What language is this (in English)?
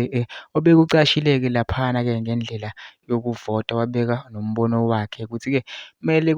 Zulu